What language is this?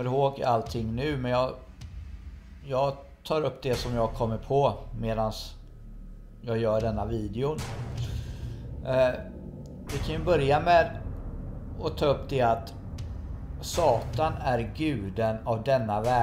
Swedish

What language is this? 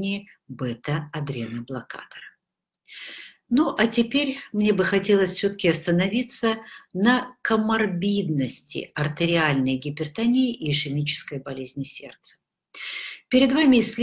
Russian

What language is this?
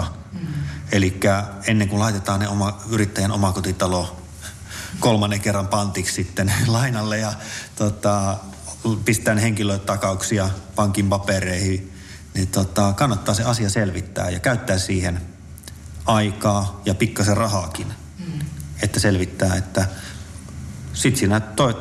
Finnish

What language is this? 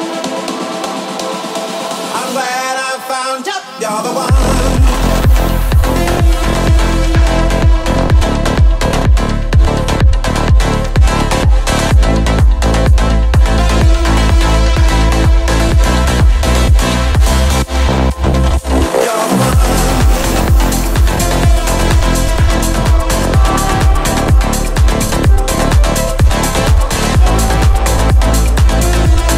English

